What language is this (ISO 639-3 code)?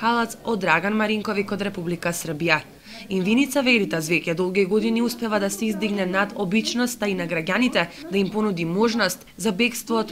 mkd